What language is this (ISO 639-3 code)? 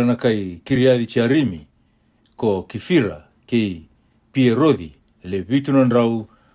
fij